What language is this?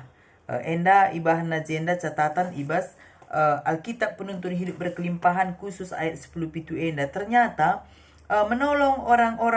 Batak Karo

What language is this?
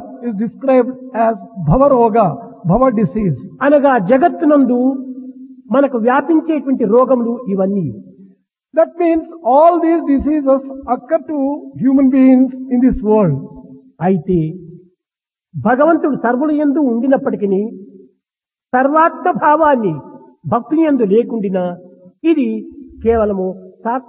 Telugu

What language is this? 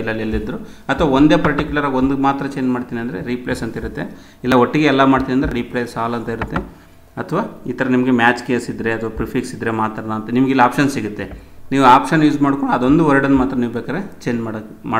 Kannada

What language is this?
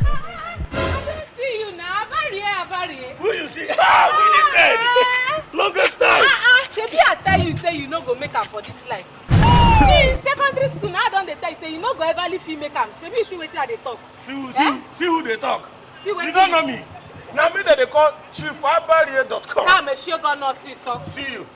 Nigerian Pidgin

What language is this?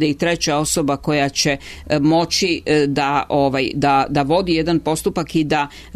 Serbian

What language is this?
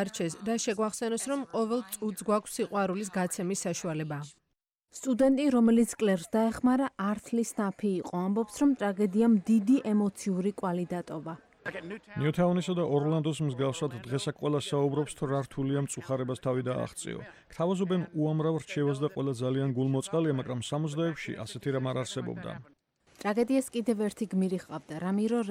Georgian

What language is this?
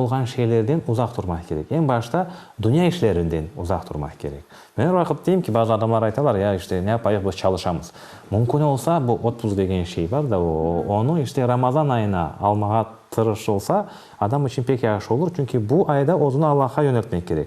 Crimean Tatar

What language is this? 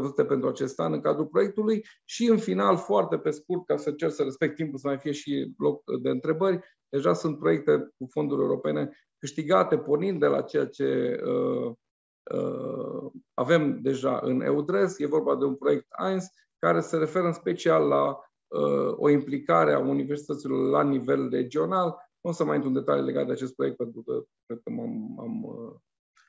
Romanian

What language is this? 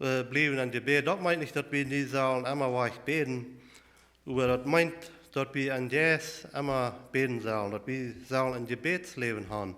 Plautdietsch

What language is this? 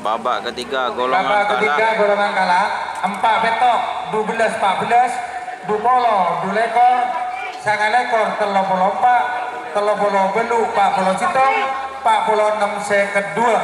Madurese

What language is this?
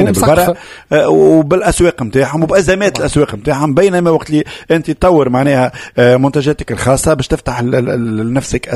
Tunisian Arabic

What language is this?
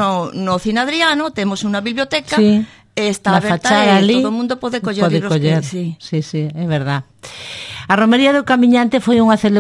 Galician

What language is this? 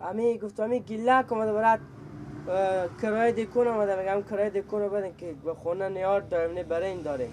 Persian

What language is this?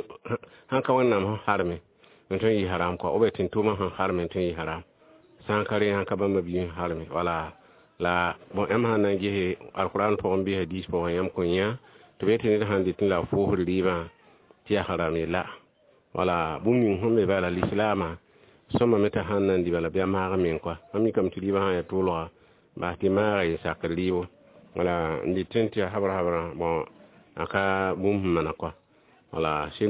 Mossi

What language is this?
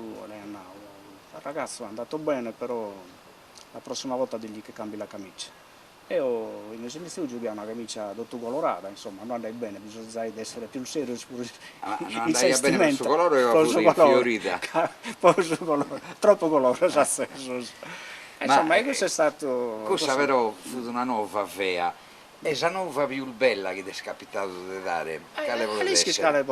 Sardinian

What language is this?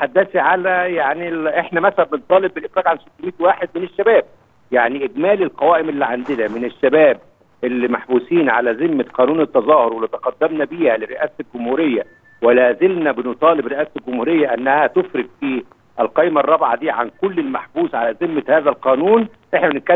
Egyptian Arabic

